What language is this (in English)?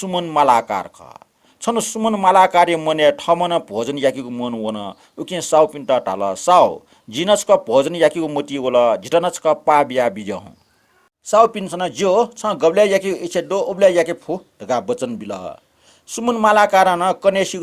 Newari